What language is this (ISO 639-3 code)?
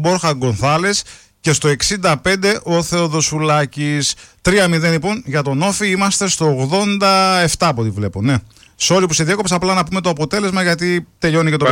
ell